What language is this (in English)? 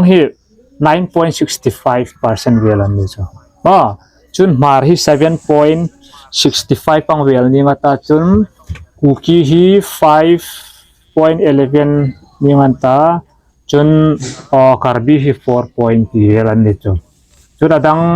Hmar